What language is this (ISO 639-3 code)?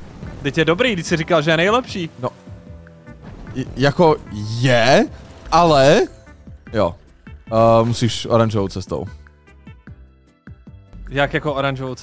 ces